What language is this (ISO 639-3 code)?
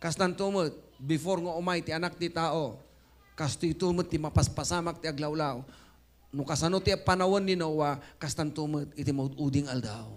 ilo